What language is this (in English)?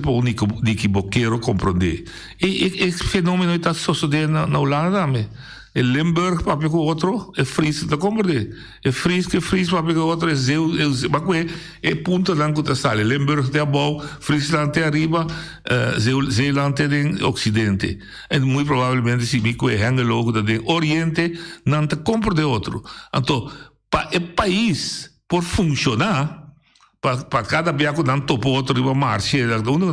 Papiamento